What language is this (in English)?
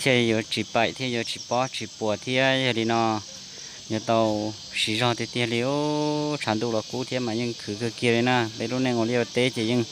Hmong